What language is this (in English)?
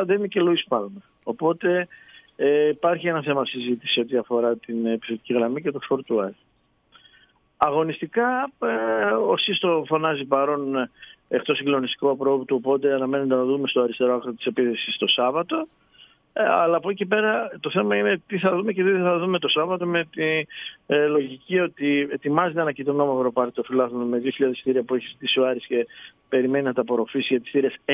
Greek